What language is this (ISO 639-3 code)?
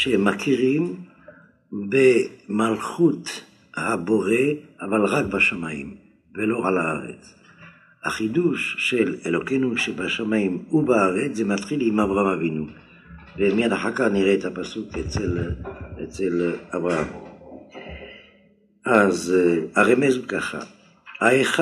heb